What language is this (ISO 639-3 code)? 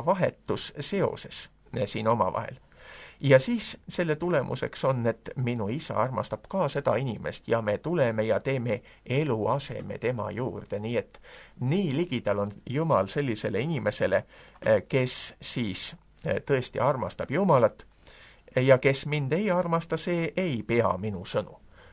est